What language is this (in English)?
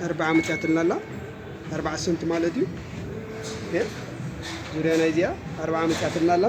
Tigrinya